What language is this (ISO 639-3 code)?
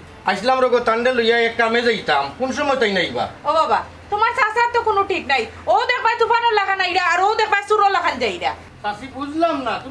syl